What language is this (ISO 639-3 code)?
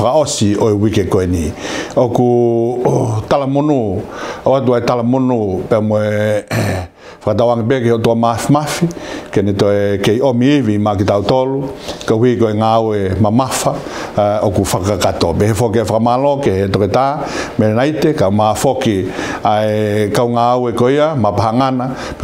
ton